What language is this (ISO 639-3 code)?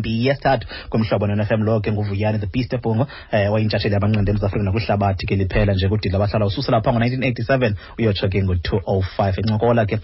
xho